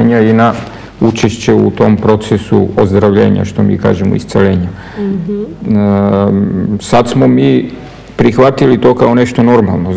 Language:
Serbian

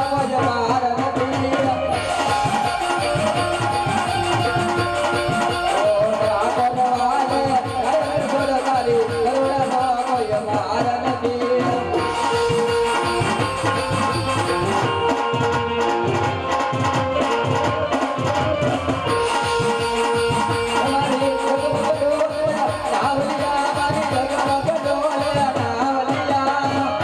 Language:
Gujarati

